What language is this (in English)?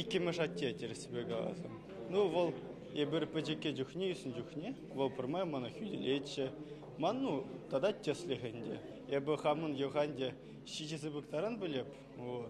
Chuvash